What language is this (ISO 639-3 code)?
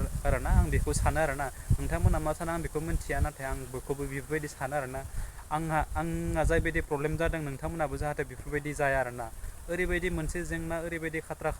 brx